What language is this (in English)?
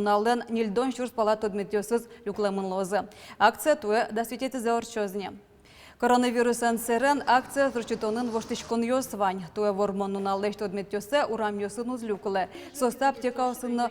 Udmurt